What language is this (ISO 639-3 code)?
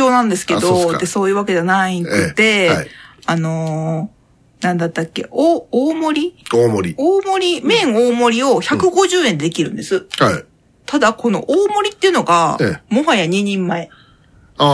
jpn